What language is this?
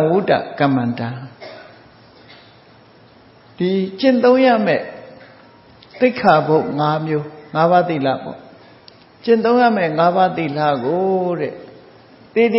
Burmese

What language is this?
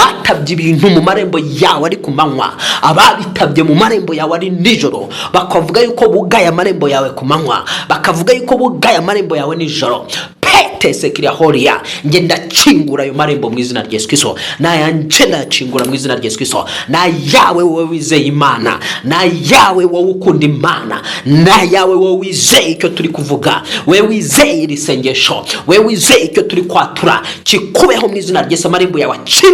Kinyarwanda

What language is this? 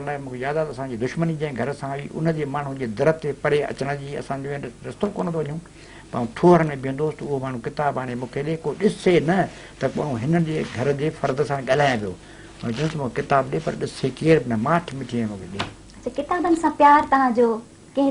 Sindhi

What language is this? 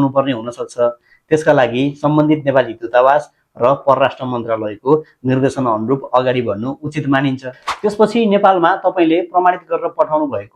Nepali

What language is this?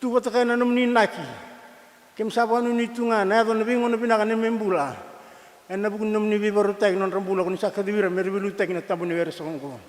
Fijian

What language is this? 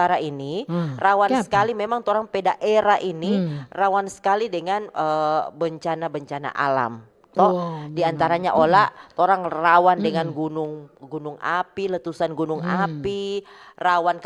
Manado Malay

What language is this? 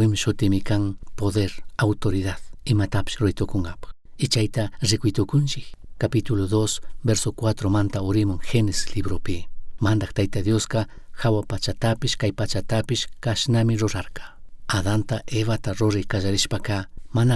Chimborazo Highland Quichua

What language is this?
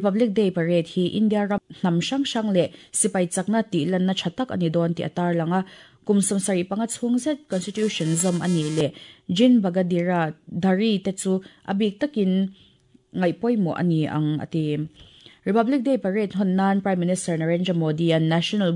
Mizo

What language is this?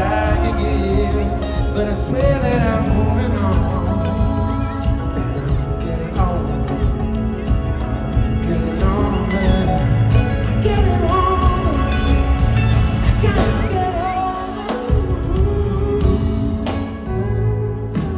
English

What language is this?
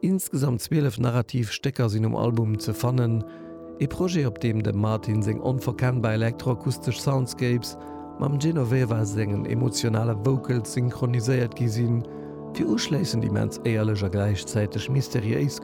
Luxembourgish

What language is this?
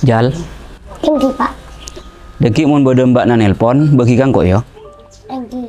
Madurese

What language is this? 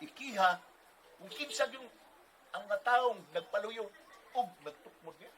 Cebuano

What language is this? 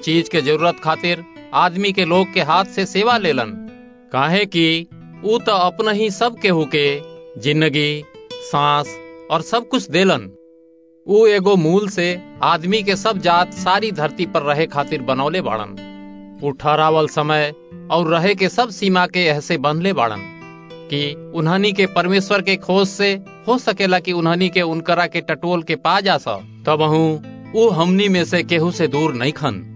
Bhojpuri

